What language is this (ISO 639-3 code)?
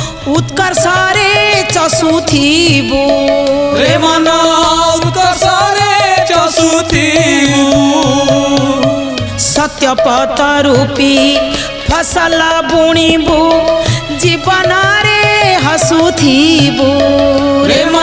ori